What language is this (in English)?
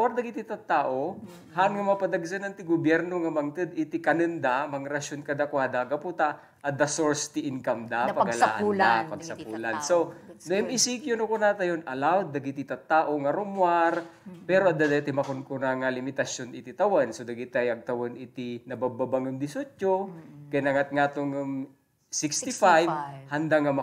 Iloko